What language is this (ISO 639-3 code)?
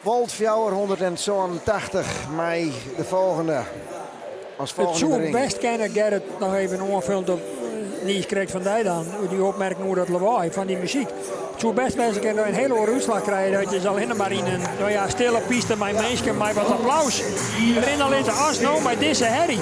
fry